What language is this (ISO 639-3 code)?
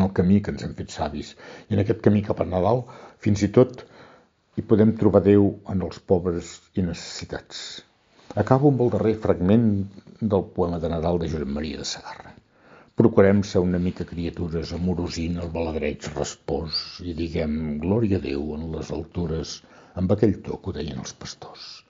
cat